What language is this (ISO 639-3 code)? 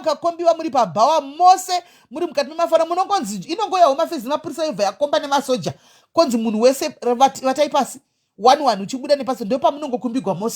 sna